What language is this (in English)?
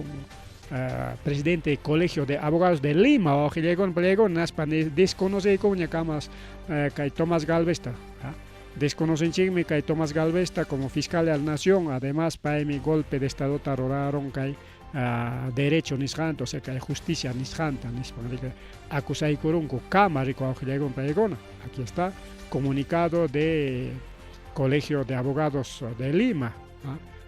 Ayacucho Quechua